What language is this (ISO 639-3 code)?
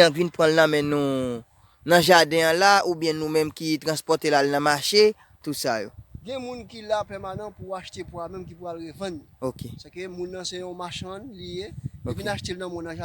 hat